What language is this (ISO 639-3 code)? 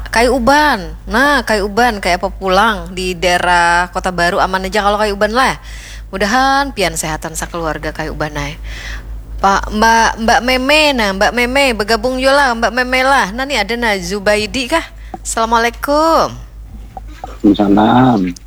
bjn